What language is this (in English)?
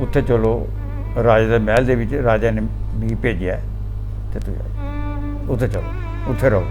Dogri